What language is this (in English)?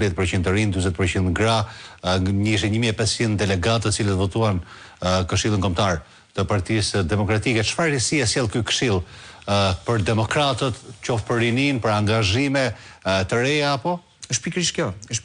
Albanian